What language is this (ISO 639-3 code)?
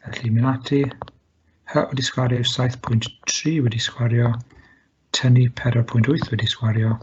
cym